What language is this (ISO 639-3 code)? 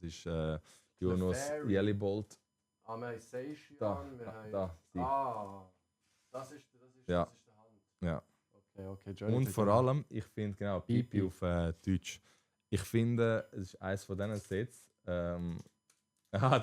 gsw